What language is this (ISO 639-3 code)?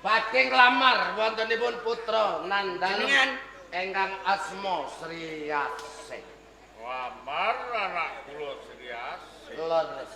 jav